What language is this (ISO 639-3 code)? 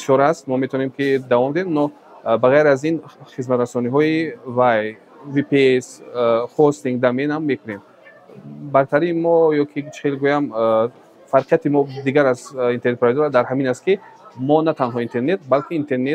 tgk